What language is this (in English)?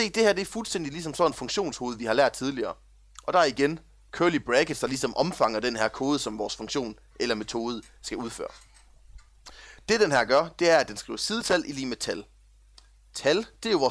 Danish